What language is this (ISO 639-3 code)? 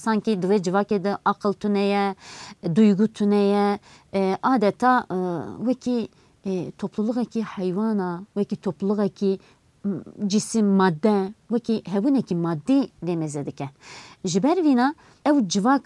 kur